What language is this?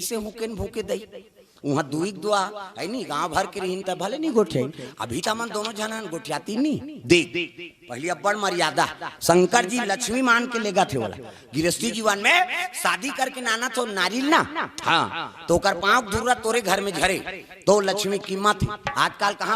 Chhattisgarhi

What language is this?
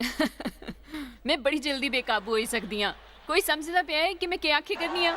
Dogri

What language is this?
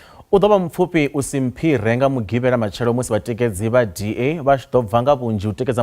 Venda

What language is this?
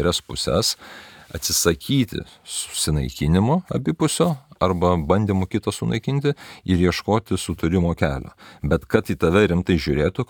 Lithuanian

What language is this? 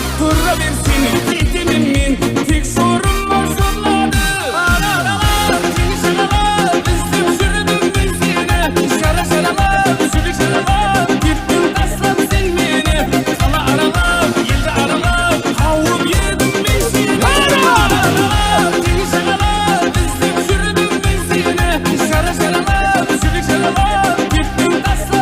Kara-Kalpak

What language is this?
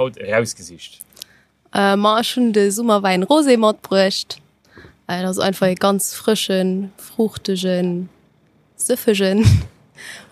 Luxembourgish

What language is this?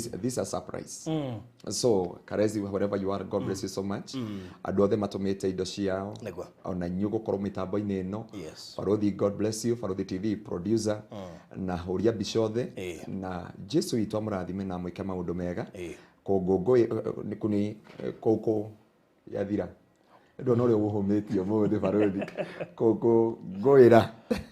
Kikuyu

